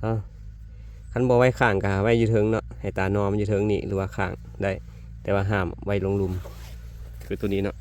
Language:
Lao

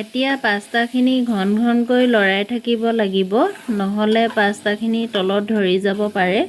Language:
Assamese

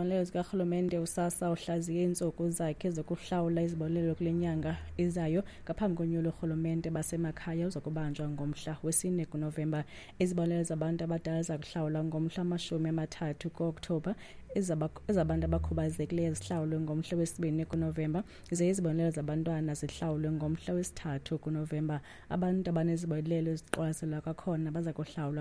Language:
Xhosa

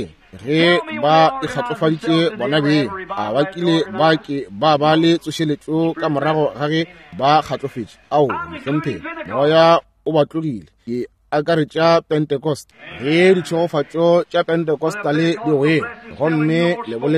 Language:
Northern Sotho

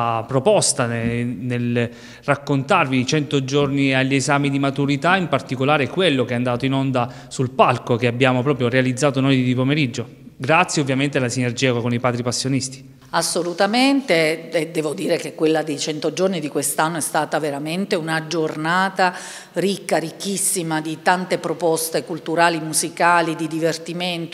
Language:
Italian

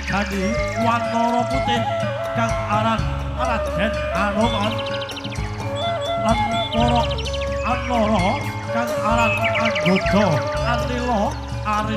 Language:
Javanese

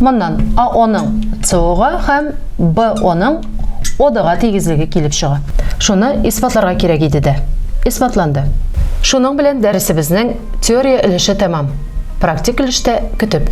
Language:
Tatar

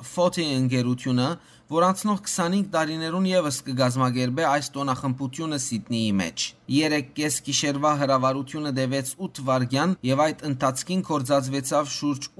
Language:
Western Armenian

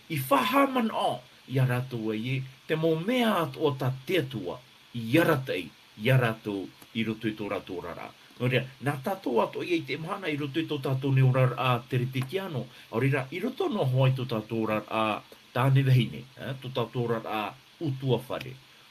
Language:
Tahitian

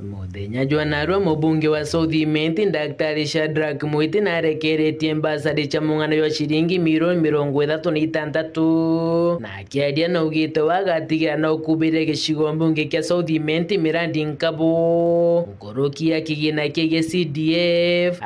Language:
Meru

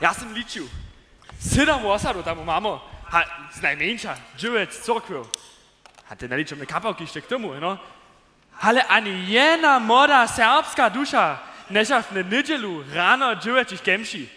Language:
Upper Sorbian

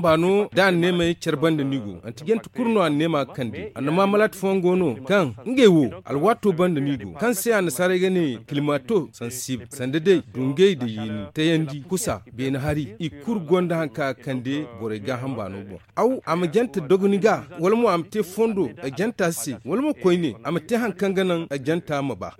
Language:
Zarma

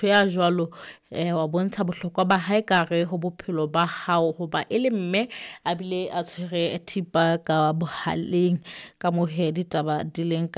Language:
Southern Sotho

